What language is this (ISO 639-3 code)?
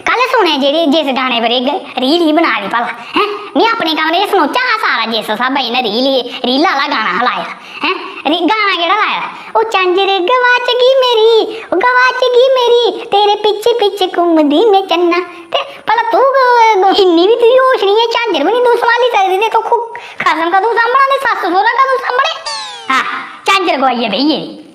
doi